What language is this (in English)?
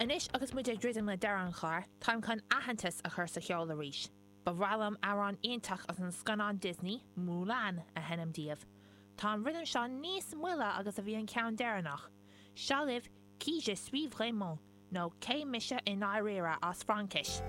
Irish